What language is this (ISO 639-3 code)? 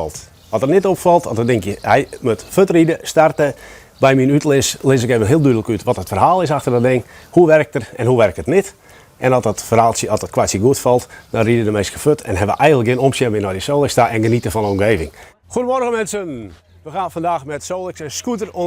fry